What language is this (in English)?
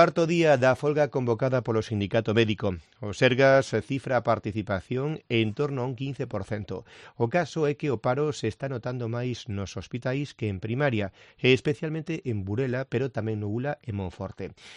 Galician